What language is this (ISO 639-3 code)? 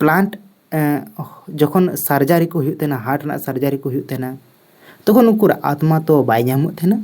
sat